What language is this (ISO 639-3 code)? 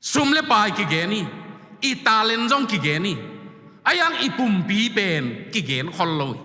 ctd